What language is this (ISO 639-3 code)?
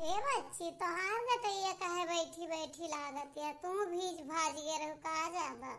awa